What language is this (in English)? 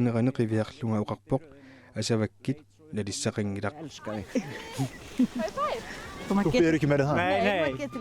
Kalaallisut